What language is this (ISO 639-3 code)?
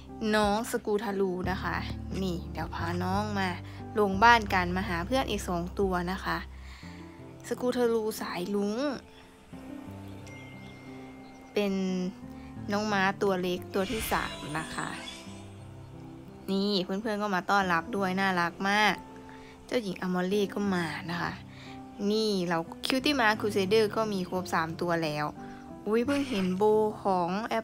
tha